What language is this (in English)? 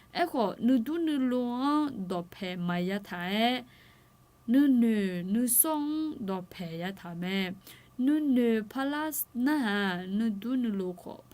Akha